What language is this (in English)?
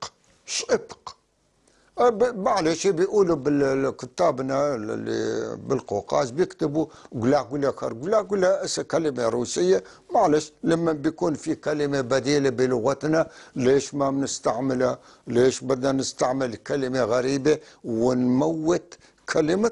North Levantine Arabic